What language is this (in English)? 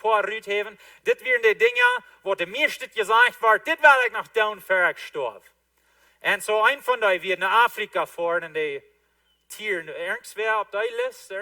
Plautdietsch